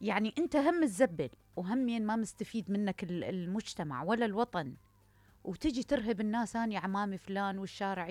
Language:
Mesopotamian Arabic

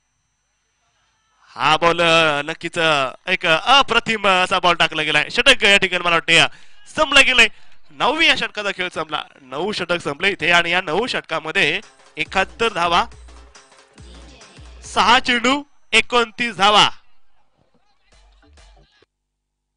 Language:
Marathi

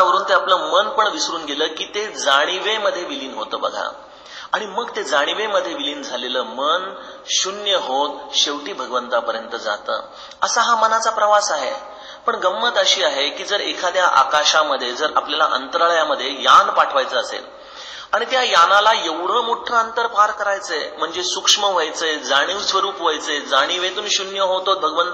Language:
Marathi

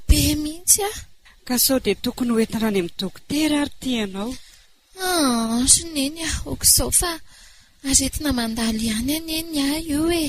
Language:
Malagasy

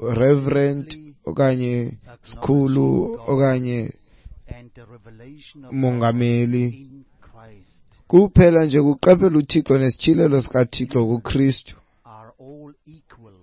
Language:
Xhosa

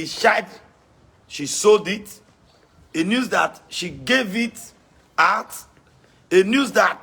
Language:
Nigerian Pidgin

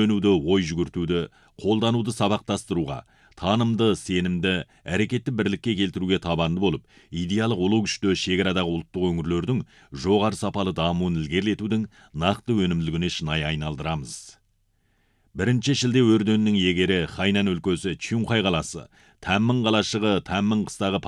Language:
Kazakh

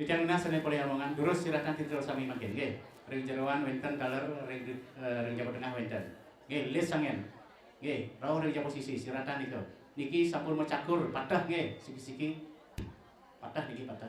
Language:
Balinese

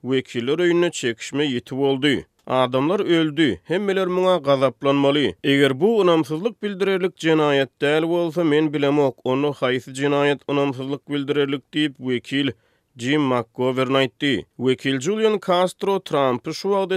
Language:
Turkmen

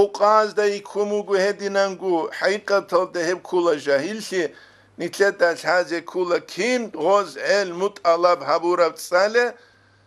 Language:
Avaric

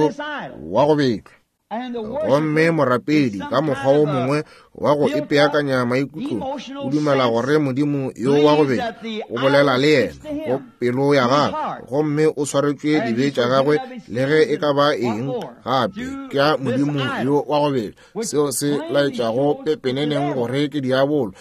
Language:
Northern Sotho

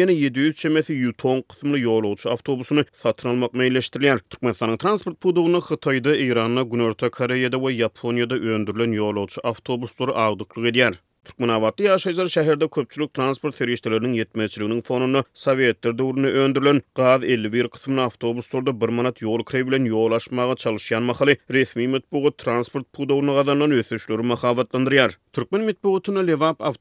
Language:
Turkmen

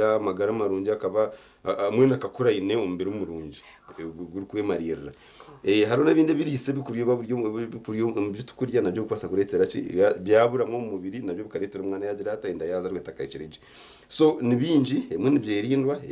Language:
Nyankole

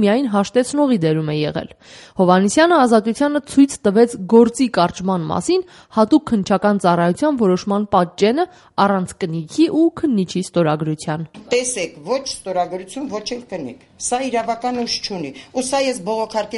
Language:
Armenian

